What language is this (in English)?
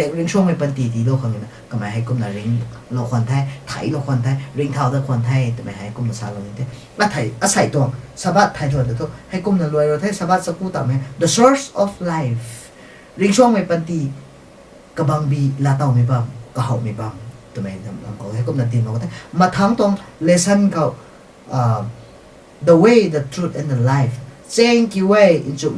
Rongmei Naga